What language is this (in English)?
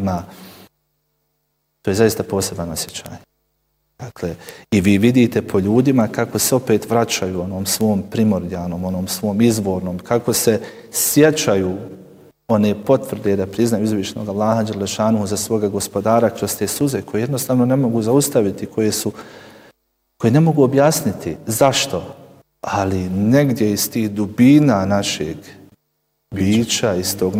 Bosnian